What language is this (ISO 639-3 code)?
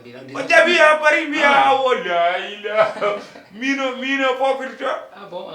ful